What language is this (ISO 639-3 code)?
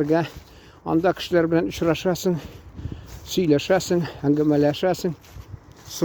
tat